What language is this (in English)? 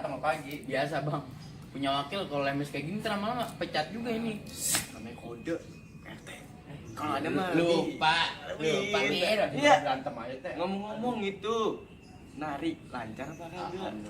Betawi